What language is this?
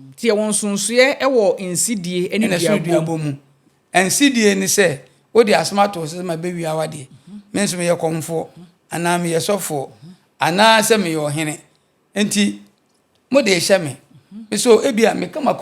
Akan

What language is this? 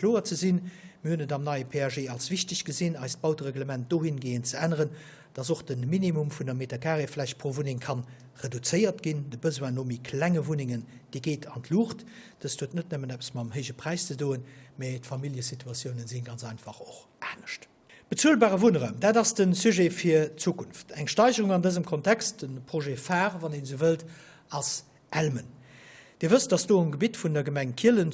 Luxembourgish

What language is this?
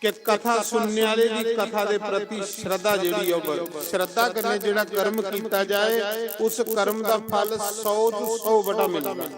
Dogri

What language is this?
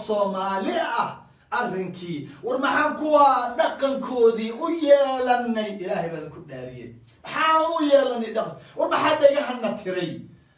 Somali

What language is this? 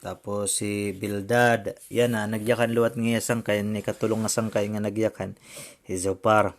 Waray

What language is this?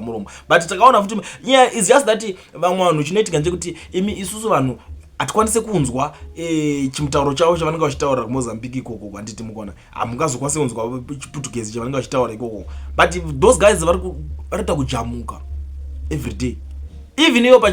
Shona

